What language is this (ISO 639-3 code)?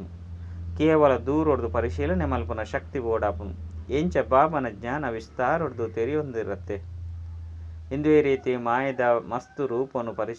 tcy